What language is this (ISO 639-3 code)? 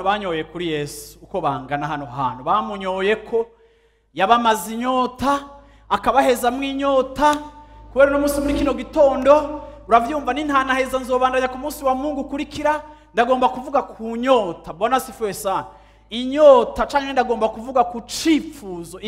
run